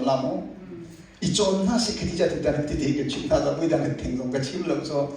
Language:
Hakha Chin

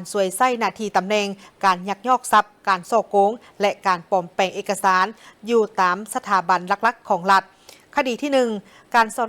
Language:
Lao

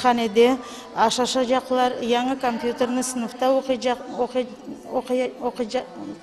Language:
Crimean Tatar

